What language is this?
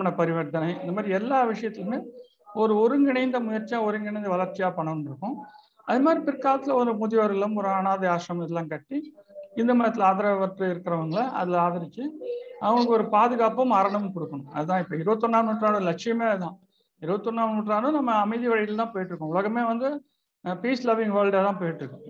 Tamil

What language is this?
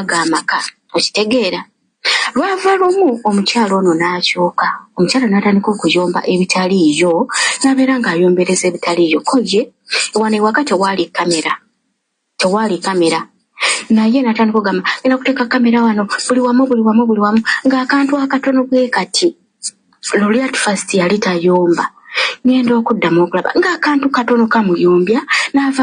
Ganda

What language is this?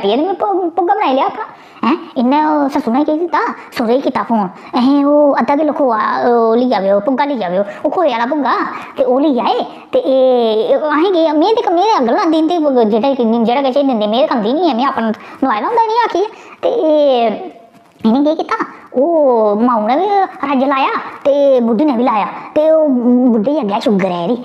Dogri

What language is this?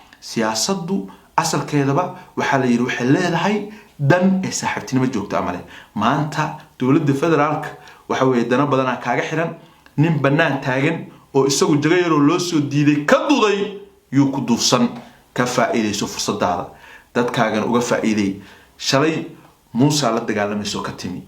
Somali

